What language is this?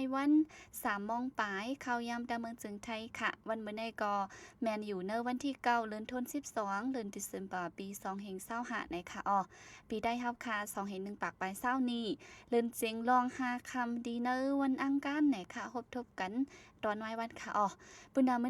Shan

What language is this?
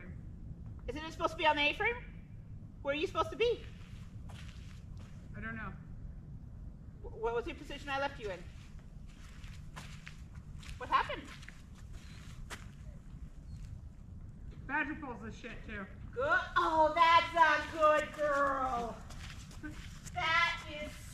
English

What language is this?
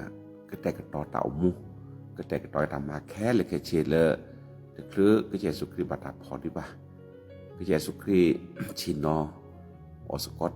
S'gaw Karen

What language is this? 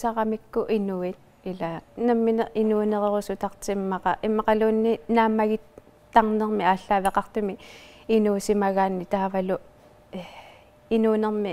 Kalaallisut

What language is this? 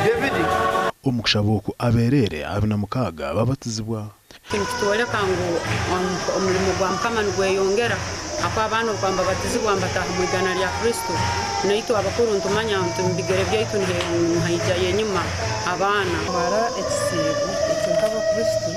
Nyankole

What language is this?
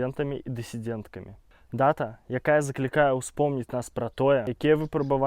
Belarusian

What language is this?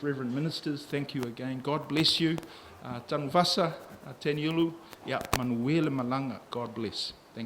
Samoan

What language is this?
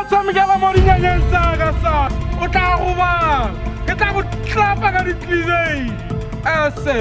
Tswana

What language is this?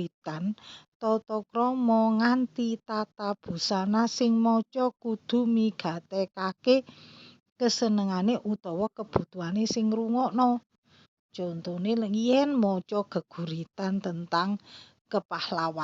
Javanese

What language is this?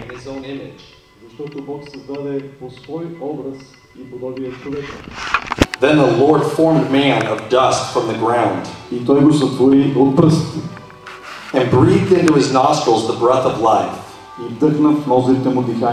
Bulgarian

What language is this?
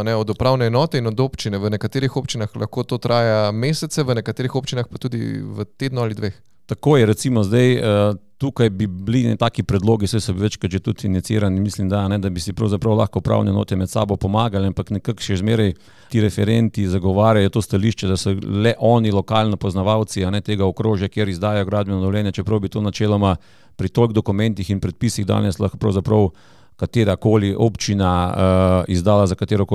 Slovenian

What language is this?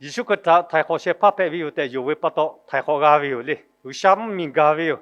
Lahu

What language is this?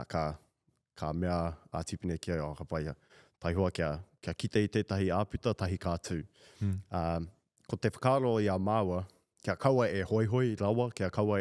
Māori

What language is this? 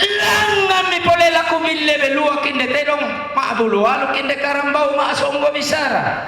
Toraja-Sa'dan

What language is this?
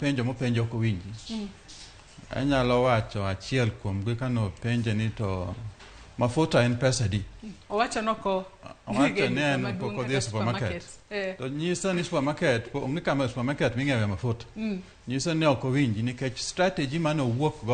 Luo (Kenya and Tanzania)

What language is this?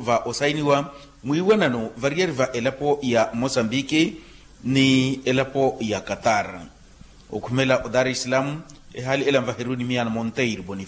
Makhuwa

